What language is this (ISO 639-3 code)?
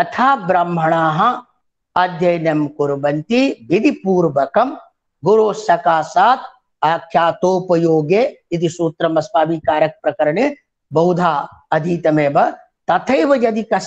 san